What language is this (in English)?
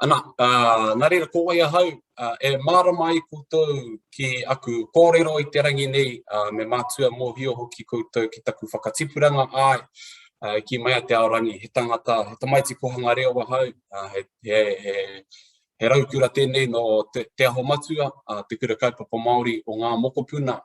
Māori